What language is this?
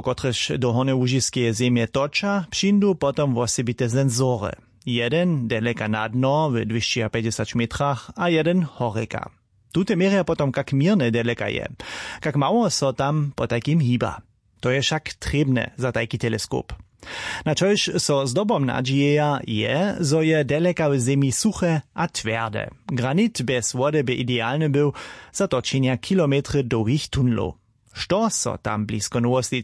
Upper Sorbian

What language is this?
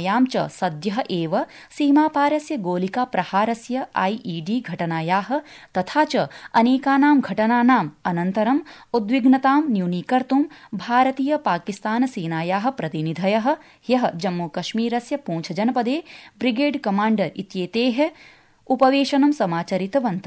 Sanskrit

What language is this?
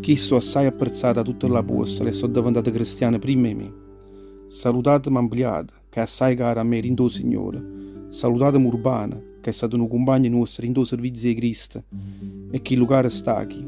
Neapolitan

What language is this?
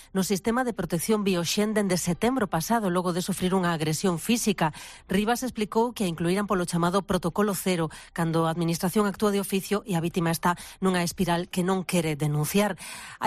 Galician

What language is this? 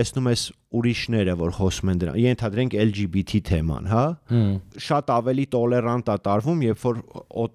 Armenian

